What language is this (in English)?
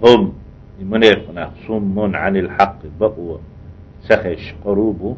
Chechen